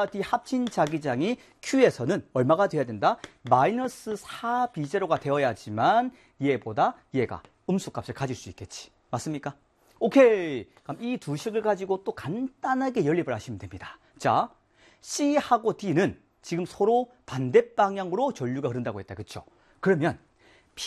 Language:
Korean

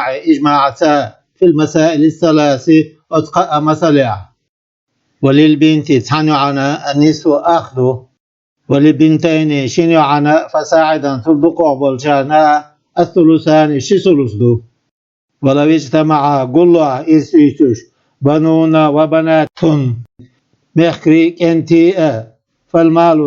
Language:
Chechen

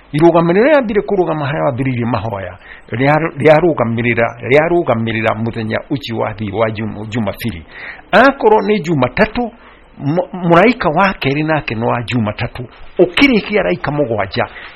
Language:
Kikuyu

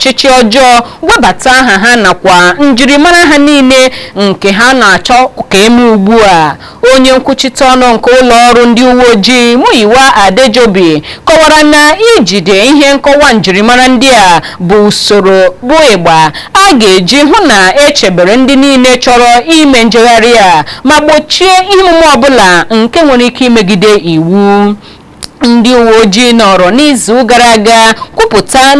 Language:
Igbo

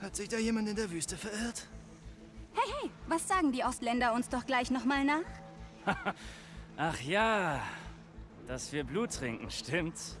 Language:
Bavarian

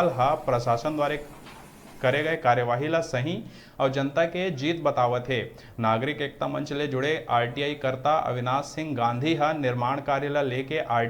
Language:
Chhattisgarhi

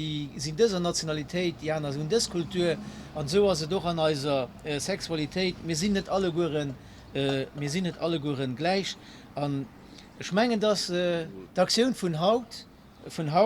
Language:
Luxembourgish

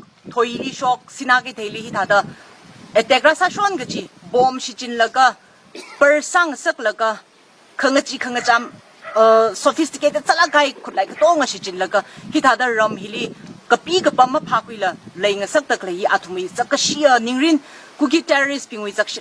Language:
Tangkhul Naga (India)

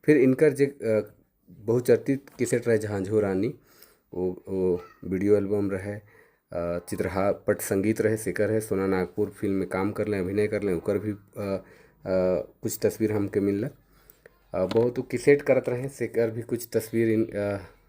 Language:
Sadri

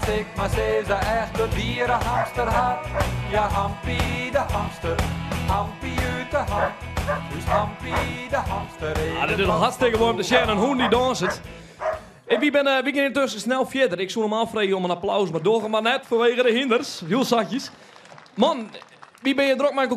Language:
Western Frisian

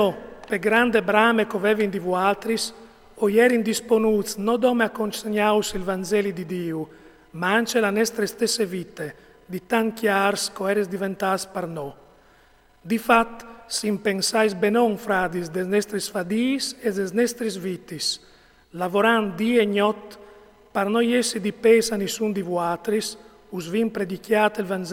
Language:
Friulian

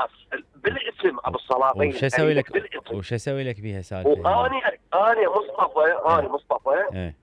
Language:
Mesopotamian Arabic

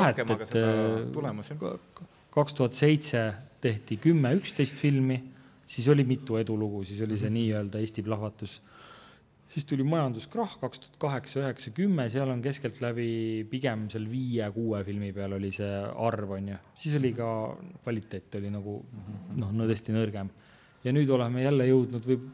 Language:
Estonian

